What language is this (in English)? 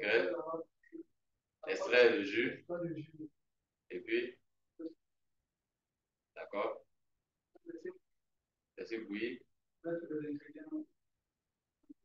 French